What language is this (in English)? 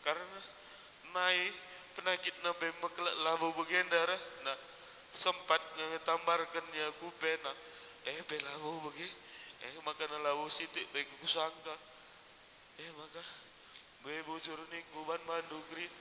Batak Karo